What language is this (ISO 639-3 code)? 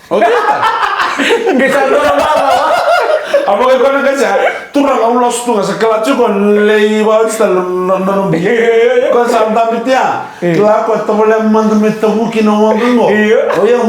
fij